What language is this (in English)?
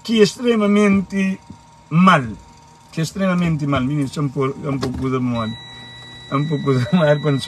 Kabuverdianu